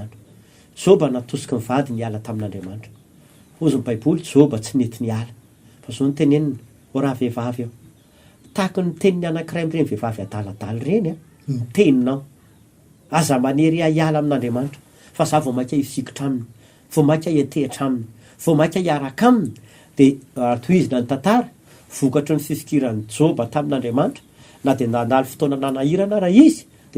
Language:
Malagasy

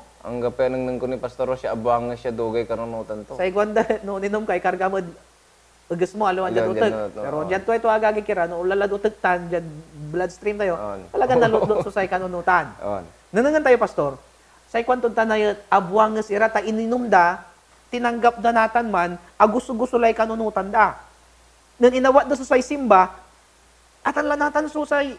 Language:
Pangasinan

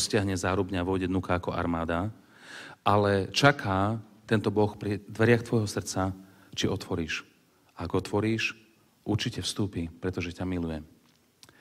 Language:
Slovak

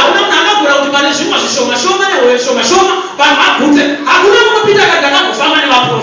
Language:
Shona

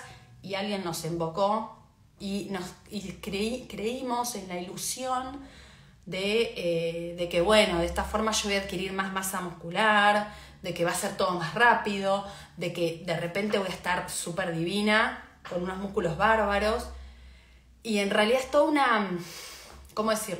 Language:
Spanish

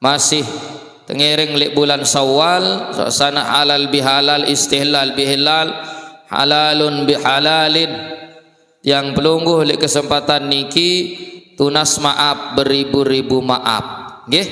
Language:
Sasak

